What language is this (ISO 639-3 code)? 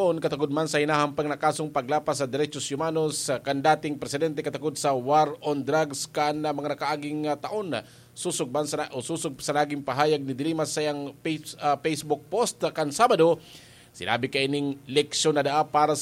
bik